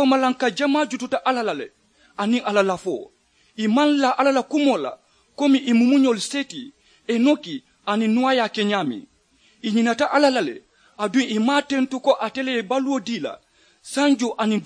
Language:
Mandingo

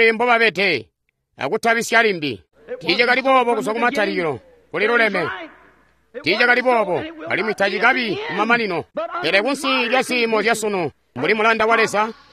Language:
Tonga (Zambia)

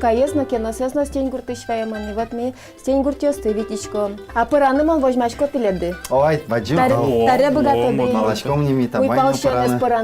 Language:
Udmurt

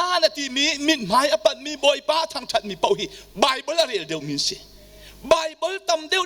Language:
Hakha Chin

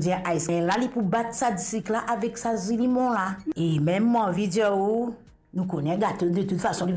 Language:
Morisyen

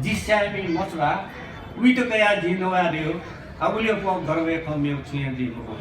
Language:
Newari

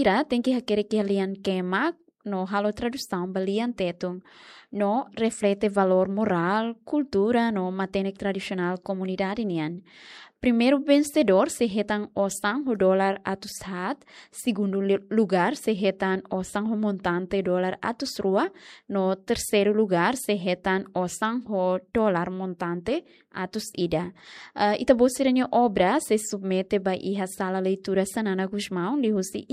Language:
Tetum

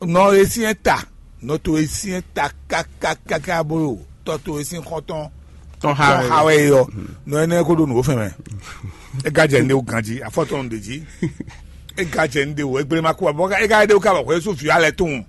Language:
Fon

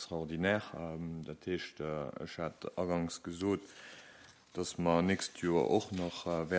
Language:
Luxembourgish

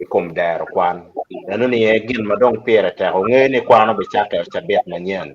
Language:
Acoli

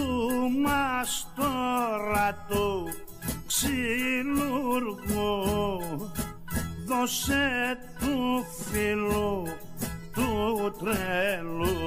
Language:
Greek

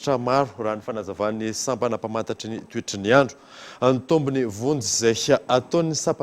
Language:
Malagasy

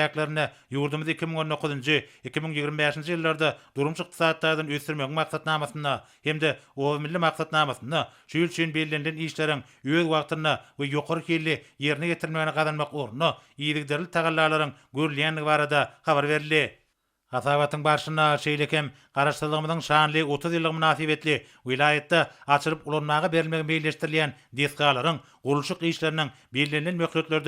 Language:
Turkmen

